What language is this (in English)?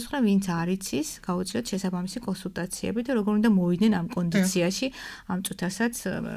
Georgian